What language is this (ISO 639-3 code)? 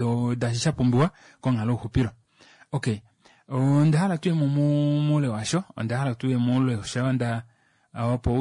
kua